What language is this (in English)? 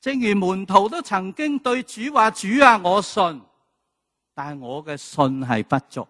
Cantonese